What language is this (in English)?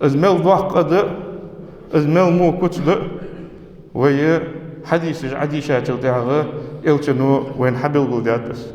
Ingush